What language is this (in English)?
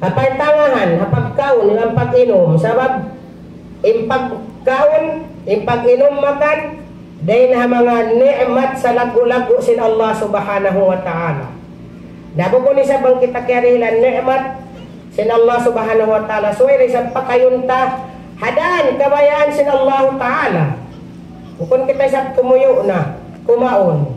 Tausug